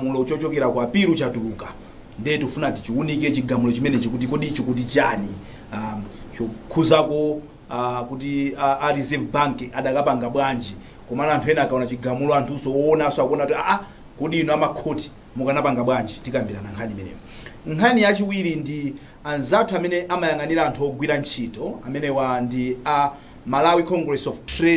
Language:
Nyanja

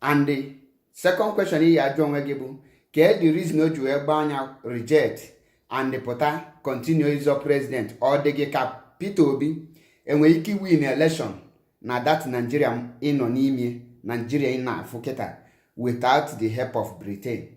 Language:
Igbo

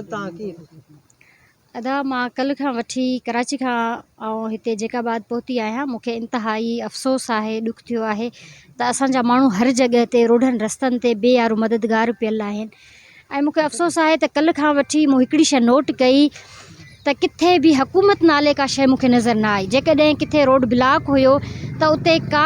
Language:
Sindhi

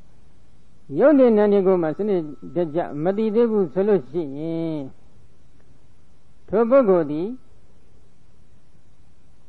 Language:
Burmese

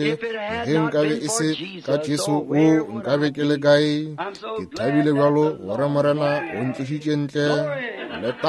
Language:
Northern Sotho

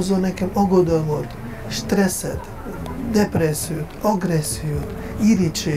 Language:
Hungarian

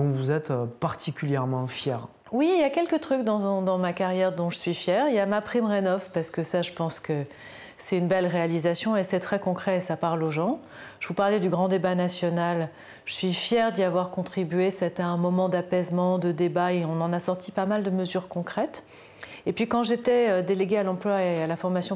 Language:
French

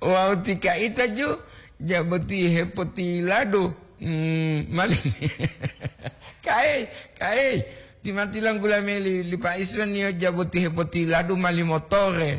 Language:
Gorontalo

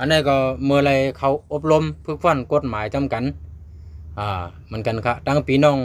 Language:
Shan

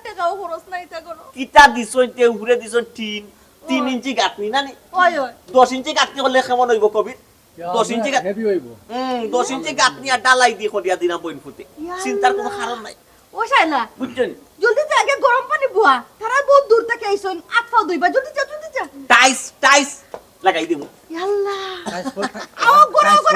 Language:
Sylheti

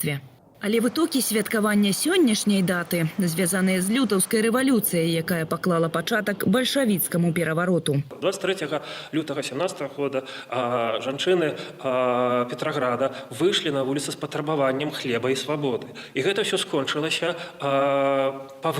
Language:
Belarusian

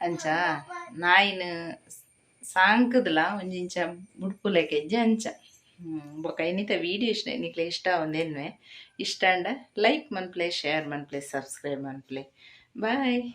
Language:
Tulu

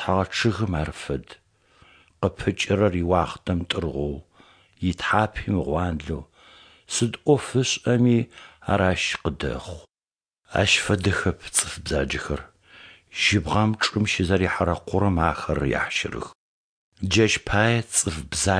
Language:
Adyghe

